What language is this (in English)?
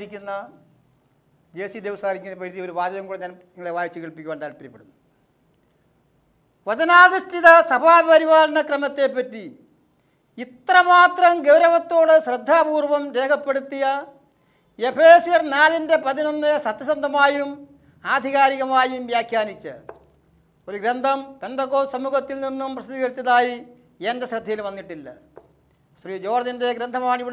Malayalam